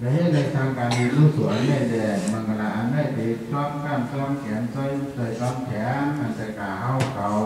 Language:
Shan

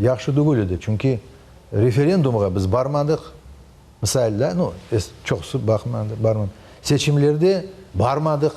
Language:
Crimean Tatar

